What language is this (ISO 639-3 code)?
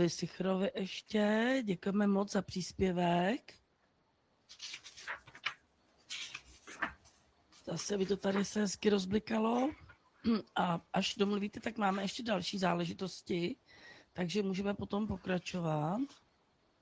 ces